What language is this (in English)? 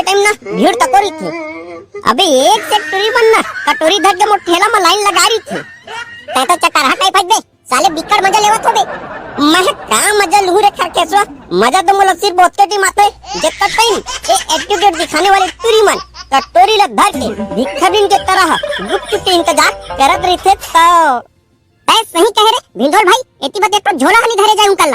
Chhattisgarhi